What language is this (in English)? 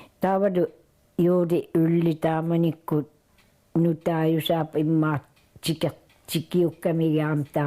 Kalaallisut